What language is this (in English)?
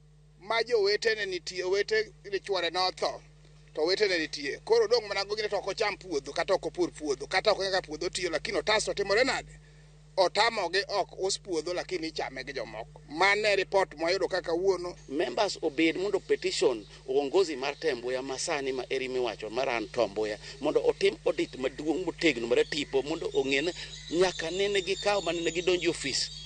Luo (Kenya and Tanzania)